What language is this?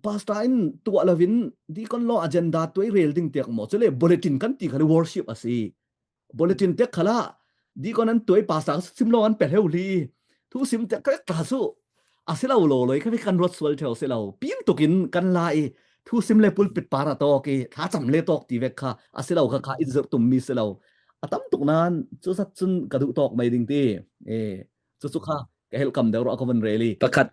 Falam Chin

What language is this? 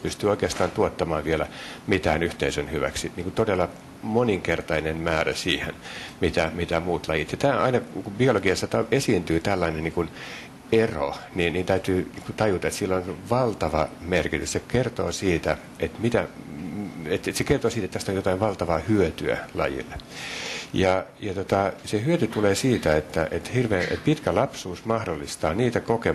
Finnish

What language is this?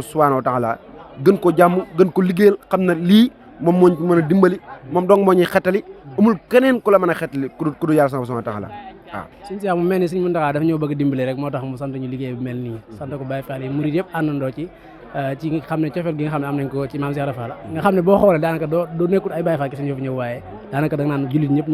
Wolof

